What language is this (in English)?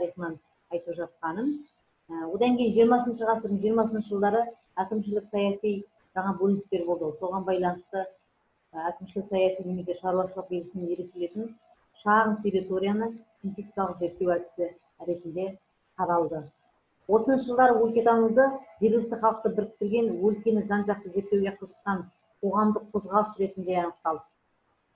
Kazakh